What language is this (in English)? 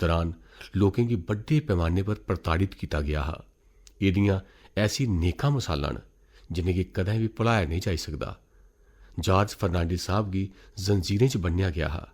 Dogri